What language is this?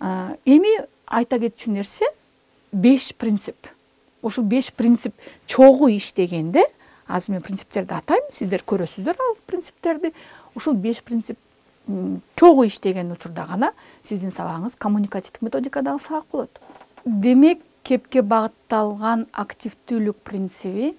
Kyrgyz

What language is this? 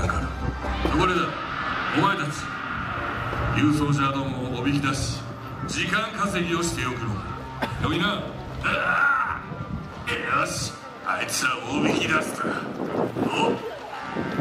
Japanese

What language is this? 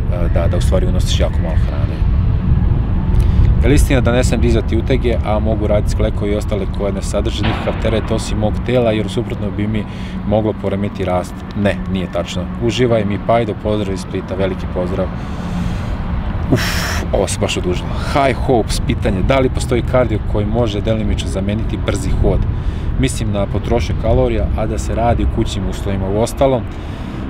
Serbian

